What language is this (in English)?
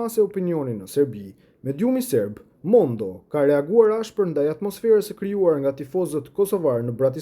Albanian